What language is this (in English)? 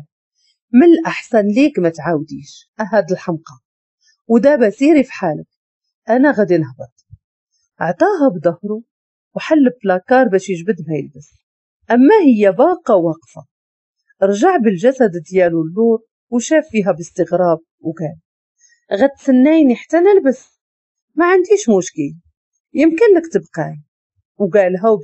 Moroccan Arabic